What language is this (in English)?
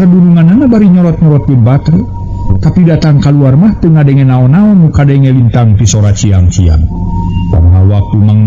Sundanese